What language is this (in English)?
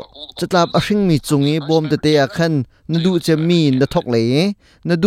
Hakha Chin